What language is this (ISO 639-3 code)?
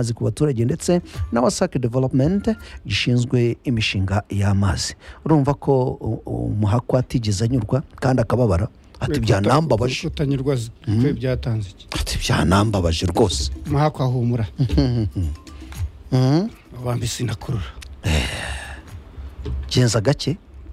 kin